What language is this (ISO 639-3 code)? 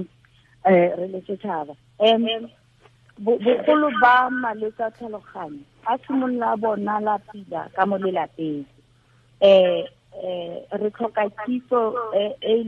tsn